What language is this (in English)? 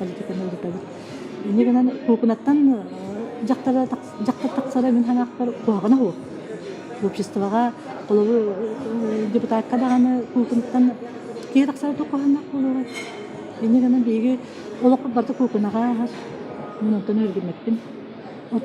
Yakut